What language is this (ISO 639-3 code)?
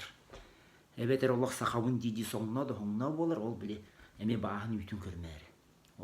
sah